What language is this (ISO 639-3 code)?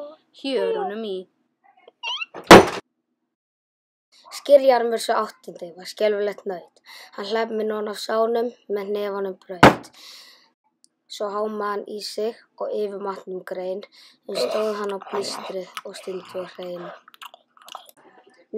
isl